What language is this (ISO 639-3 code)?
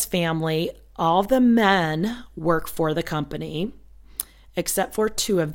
eng